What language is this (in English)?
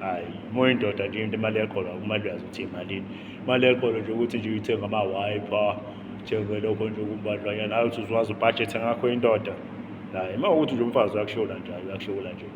Zulu